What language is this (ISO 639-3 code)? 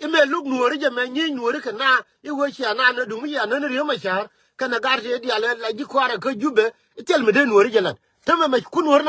nus